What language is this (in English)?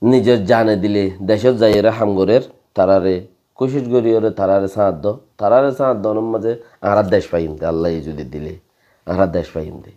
Rohingya